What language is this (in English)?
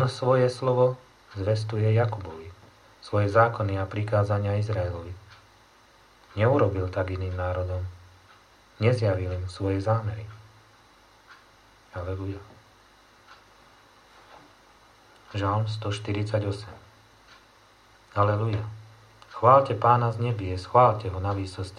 Slovak